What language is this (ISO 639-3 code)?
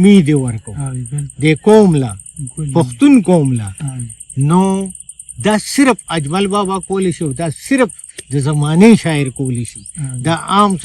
pus